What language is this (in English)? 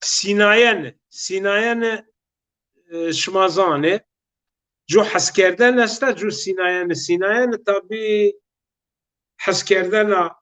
Zaza